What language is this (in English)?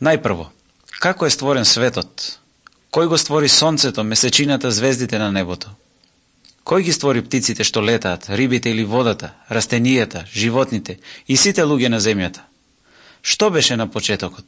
Macedonian